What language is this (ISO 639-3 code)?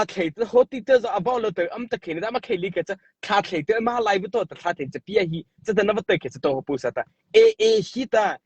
mrh